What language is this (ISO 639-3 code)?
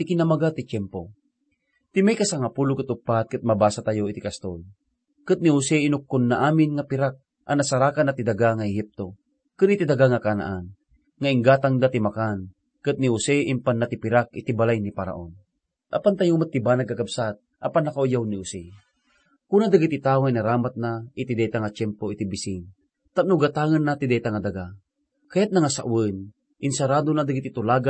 ilo